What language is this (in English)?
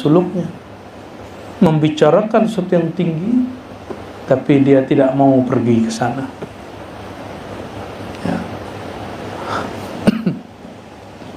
Indonesian